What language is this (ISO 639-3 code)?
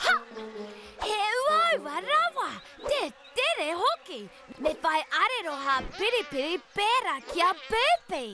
mri